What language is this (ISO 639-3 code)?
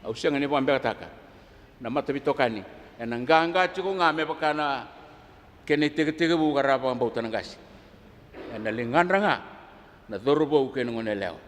fij